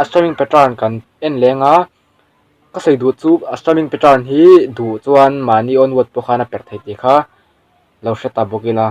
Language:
Mizo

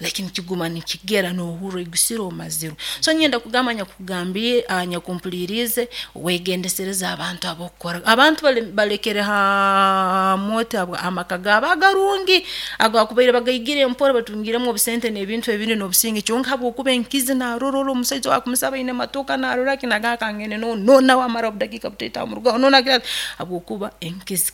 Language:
Nyoro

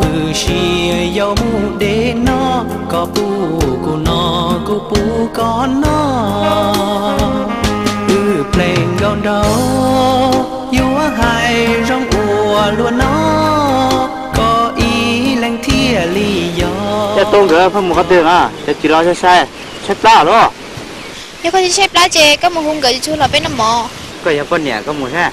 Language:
Hmong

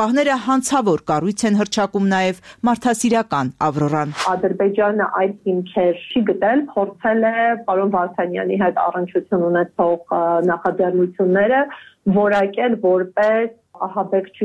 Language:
Armenian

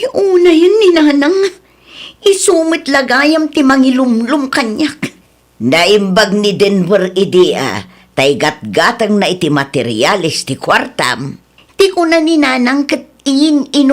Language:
Iloko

